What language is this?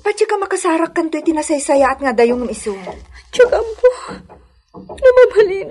Iloko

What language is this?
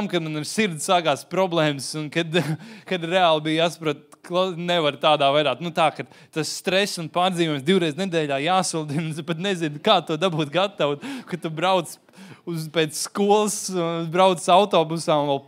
Latvian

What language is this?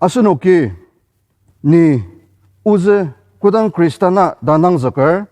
Ao Naga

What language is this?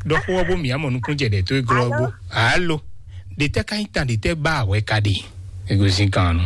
Fon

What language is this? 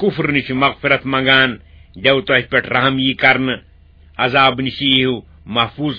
Kashmiri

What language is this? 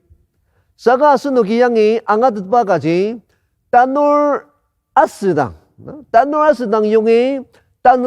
Ao Naga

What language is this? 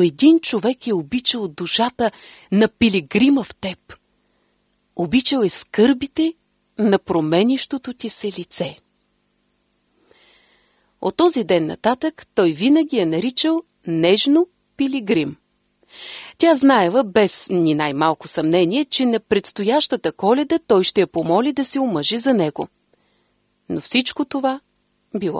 Bulgarian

